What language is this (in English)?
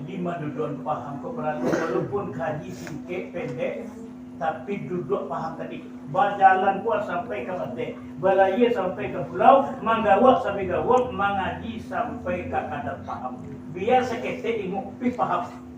Minangkabau